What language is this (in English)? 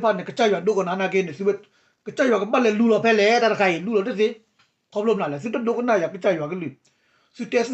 S'gaw Karen